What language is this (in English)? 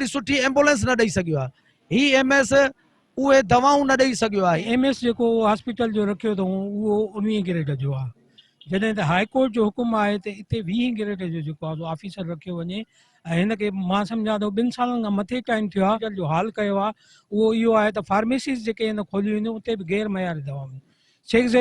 Sindhi